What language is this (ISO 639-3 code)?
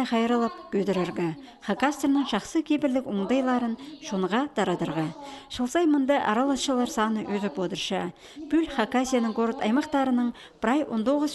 kjh